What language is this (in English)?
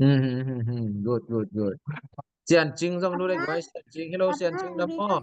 Tedim Chin